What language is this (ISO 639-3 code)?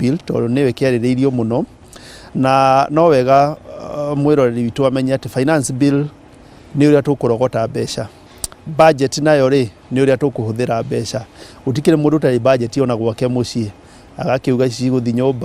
kik